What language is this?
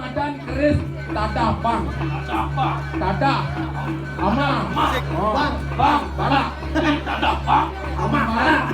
Balinese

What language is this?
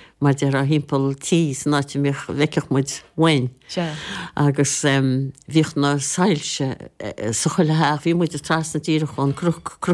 Irish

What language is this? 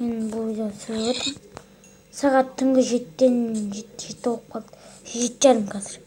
Kazakh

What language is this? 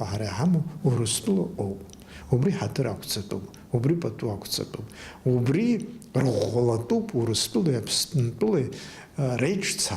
Abkhazian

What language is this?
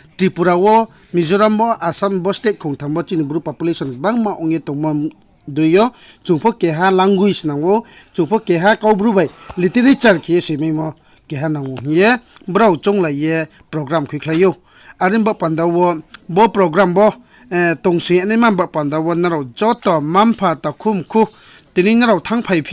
Riang (India)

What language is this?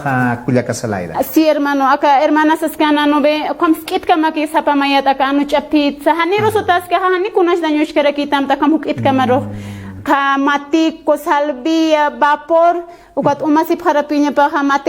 Aymara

